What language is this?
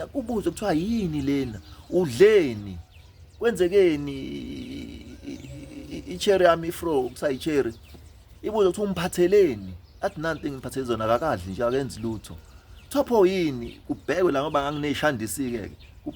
Zulu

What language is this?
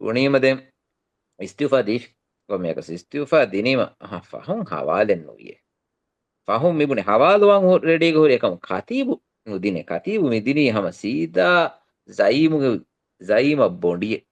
Divehi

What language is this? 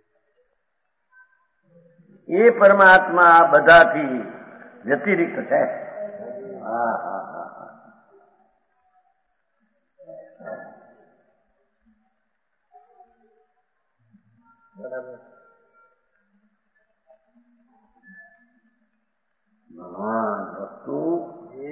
Gujarati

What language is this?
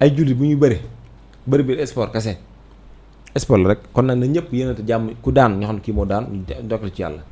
Wolof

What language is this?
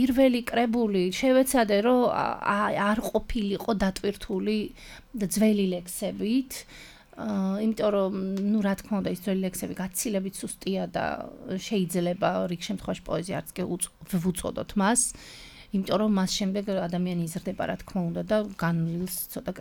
Georgian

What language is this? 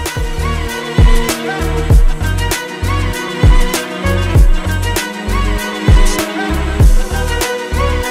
French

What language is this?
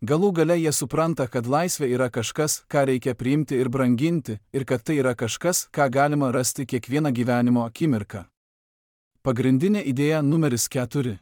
Lithuanian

